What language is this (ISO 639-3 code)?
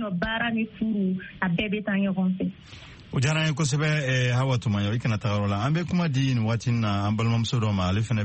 bam